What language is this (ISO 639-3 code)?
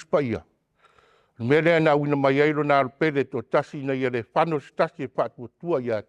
smo